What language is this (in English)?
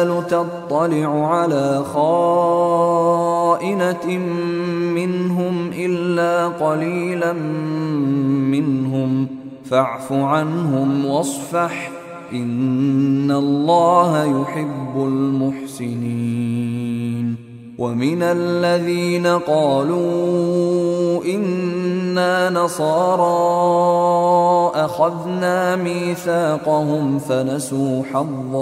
Arabic